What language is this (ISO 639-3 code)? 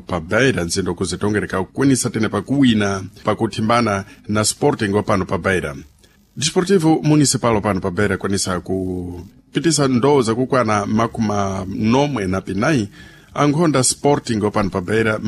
seh